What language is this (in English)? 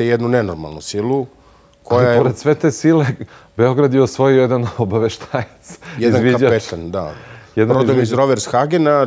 Serbian